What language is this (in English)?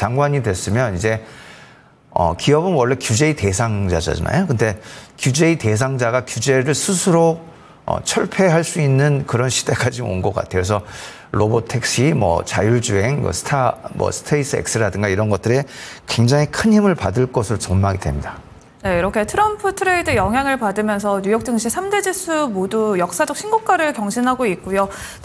Korean